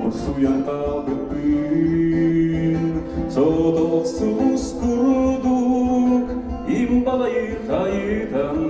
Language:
Yakut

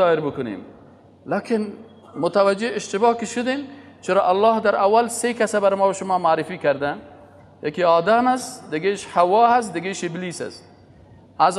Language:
Persian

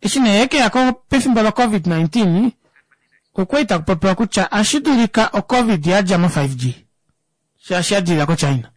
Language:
Kuanyama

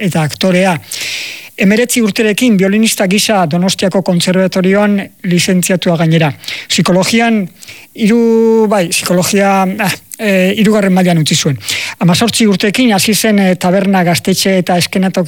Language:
Basque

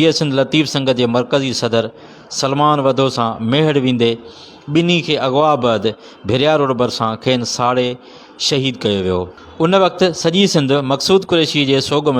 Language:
Sindhi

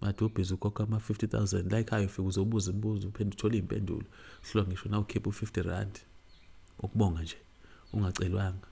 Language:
Zulu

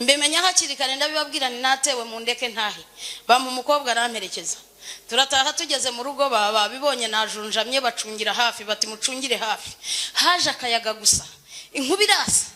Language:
Kinyarwanda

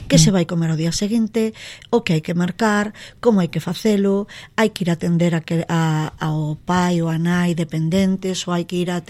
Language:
Galician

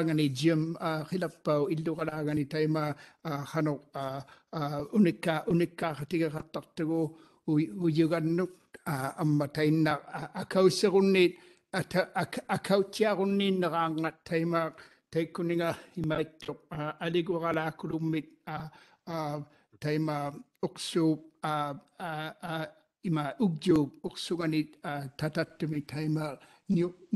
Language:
Māori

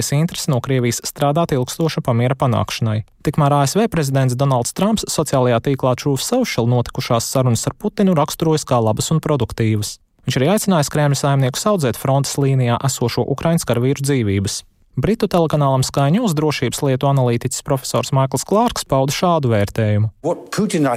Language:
Latvian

